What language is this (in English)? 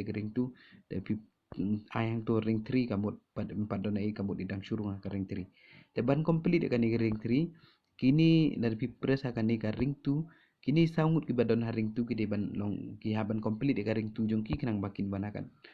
Khasi